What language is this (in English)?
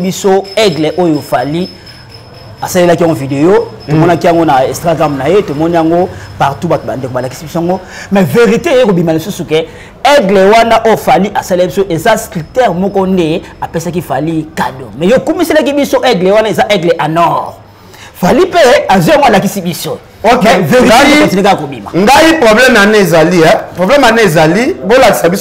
Lingala